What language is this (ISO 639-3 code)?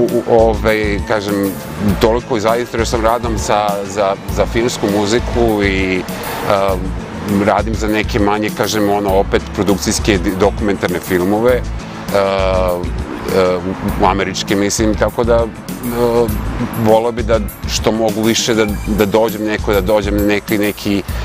srp